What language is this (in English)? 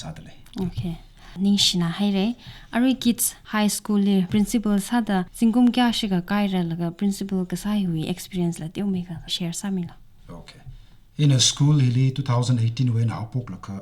Tangkhul Naga (India)